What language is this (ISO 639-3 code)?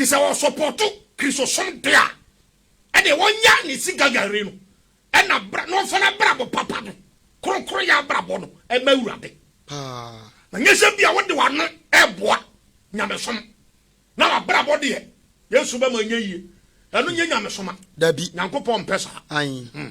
aka